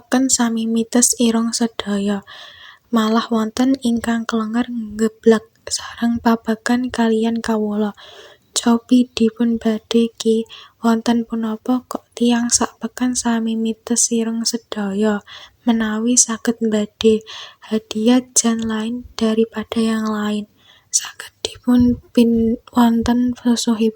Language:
Javanese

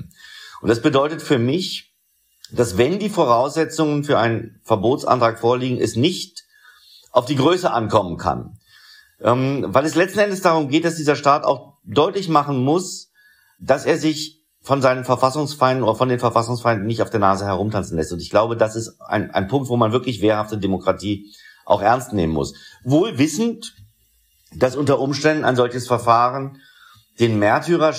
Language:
German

